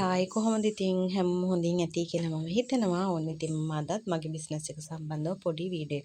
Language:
Sinhala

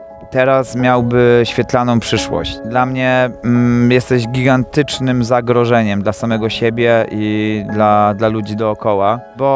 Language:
Polish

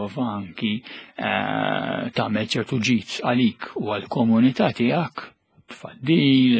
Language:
Maltese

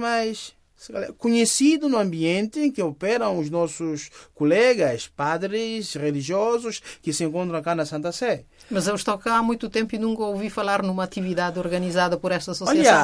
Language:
Portuguese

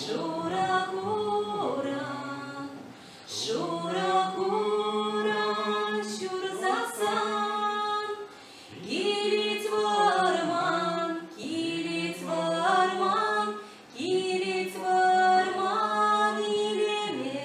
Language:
Chuvash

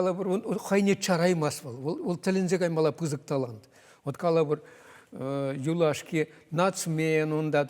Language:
Chuvash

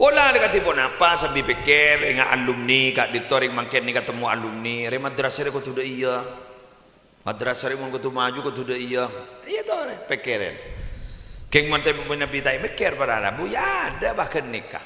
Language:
Madurese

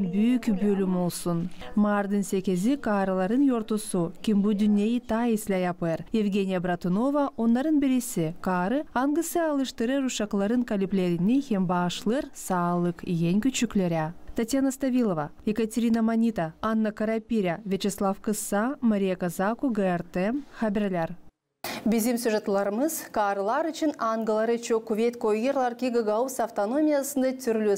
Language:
Gagauz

